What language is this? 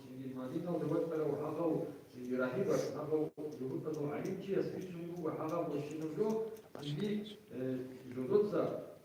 Avaric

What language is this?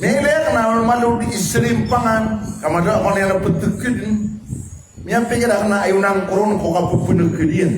Maranao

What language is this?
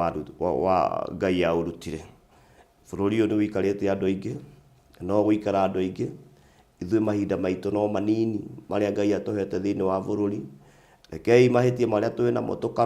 Kikuyu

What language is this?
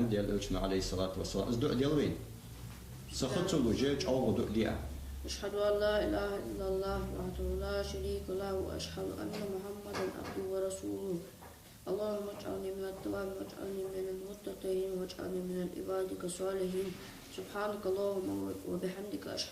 Ingush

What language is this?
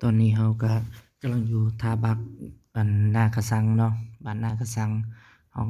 Lao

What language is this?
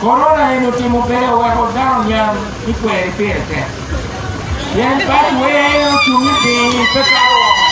Acoli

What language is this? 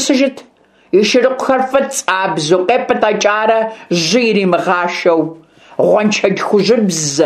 Kabardian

